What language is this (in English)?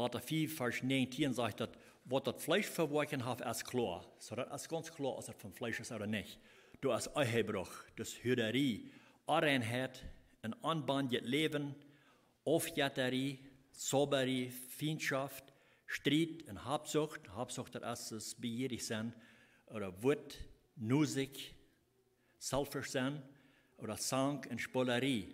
Plautdietsch